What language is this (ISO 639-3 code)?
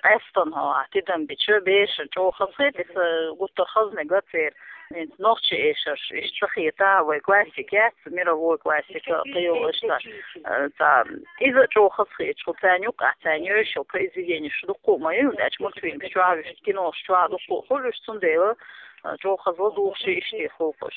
che